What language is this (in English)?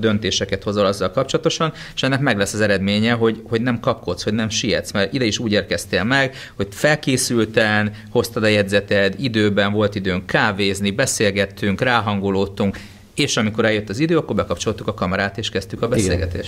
Hungarian